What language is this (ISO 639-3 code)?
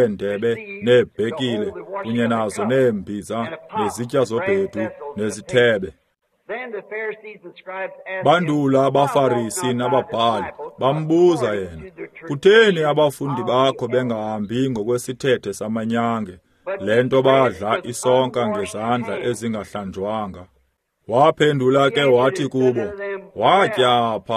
xho